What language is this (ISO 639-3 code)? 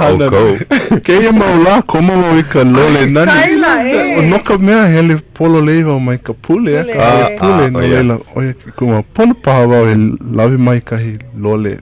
haw